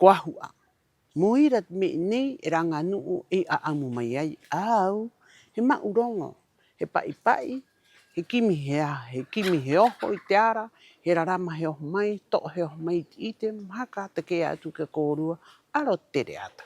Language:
Rapanui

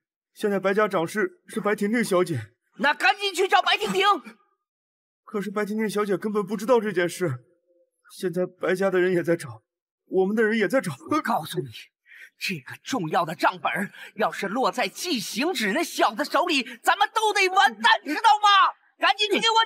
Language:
Chinese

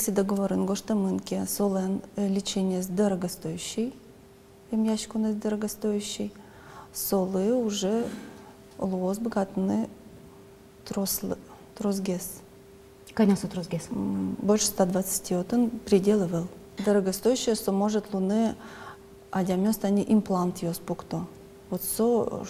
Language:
Udmurt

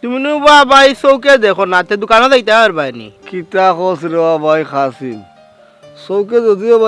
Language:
Sylheti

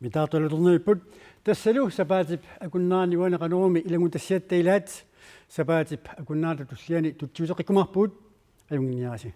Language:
Kalaallisut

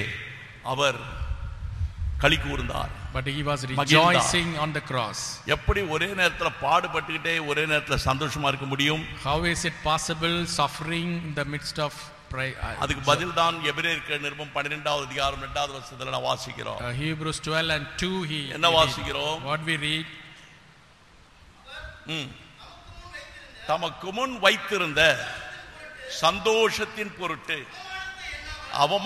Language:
Tamil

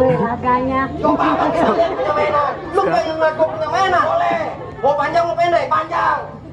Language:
Betawi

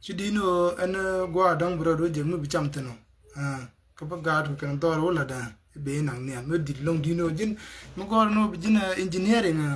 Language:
Nuer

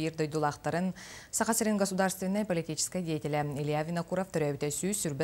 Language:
Yakut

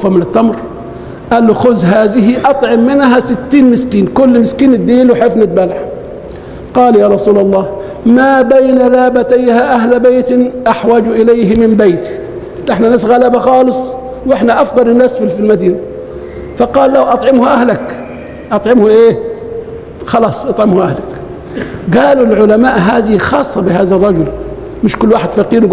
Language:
Egyptian Arabic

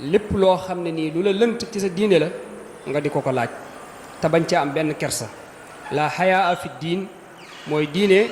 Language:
Wolof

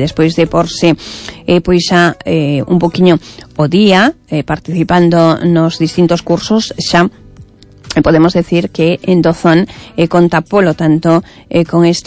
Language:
Galician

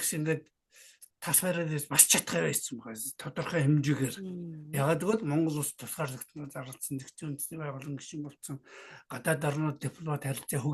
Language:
Mongolian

